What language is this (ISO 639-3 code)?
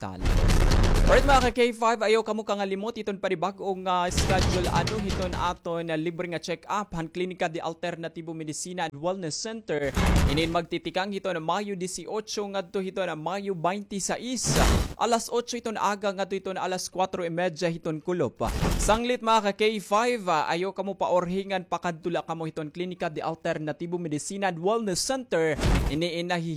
war